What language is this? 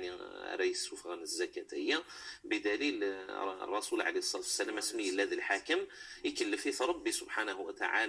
Kabyle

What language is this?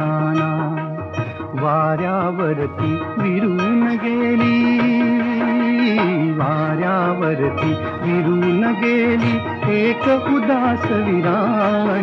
Marathi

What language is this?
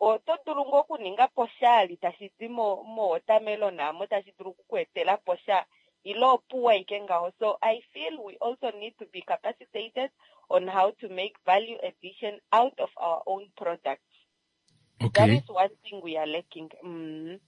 Kuanyama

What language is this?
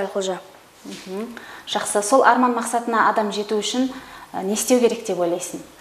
Kazakh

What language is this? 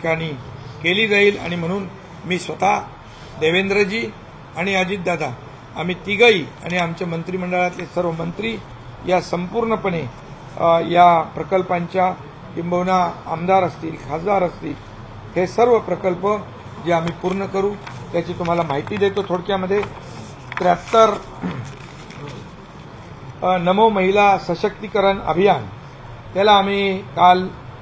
Marathi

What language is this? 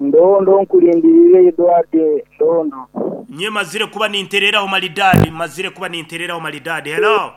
Nyankole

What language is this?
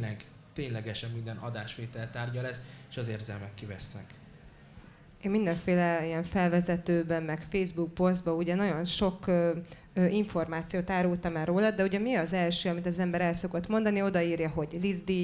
Hungarian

